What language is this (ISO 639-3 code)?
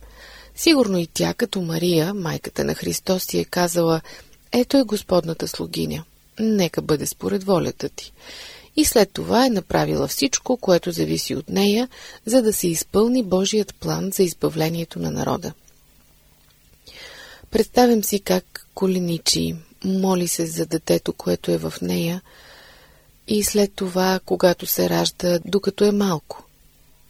bul